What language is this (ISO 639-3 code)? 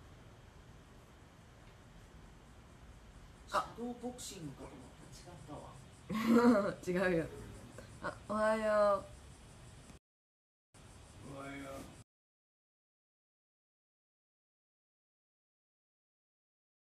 jpn